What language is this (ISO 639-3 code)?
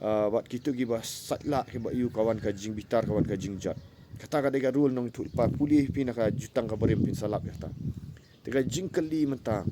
kha